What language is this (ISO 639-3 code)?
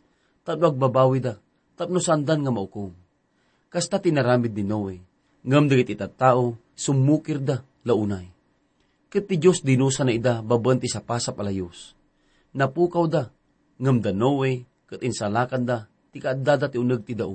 ilo